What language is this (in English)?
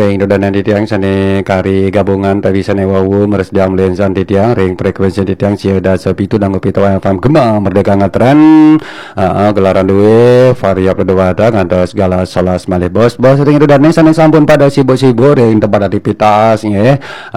Balinese